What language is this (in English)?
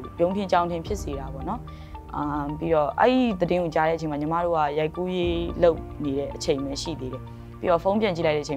Burmese